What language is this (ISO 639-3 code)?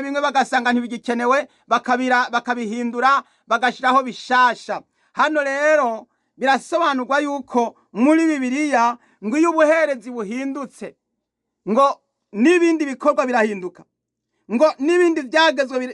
run